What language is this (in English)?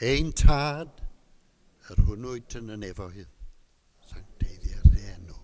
Welsh